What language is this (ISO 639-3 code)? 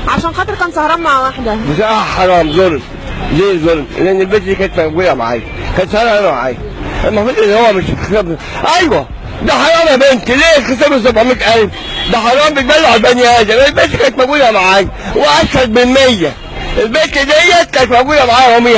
arz